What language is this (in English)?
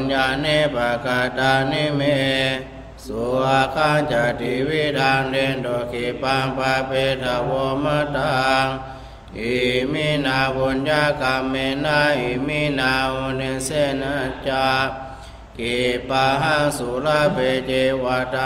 Pali